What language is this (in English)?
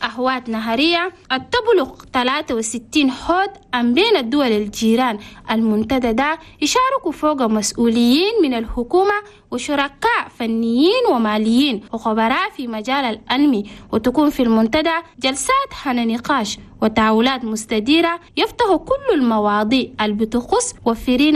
Chadian Arabic